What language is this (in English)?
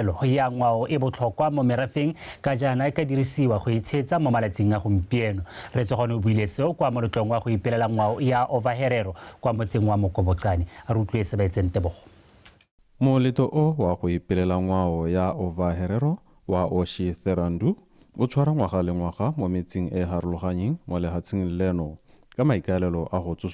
Tswana